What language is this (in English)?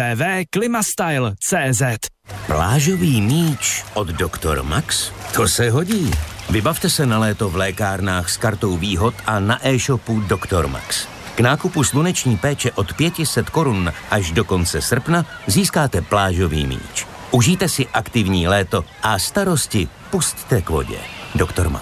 Czech